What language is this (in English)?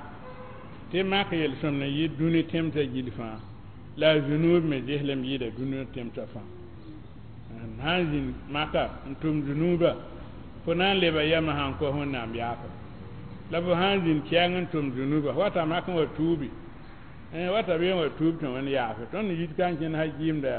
Mossi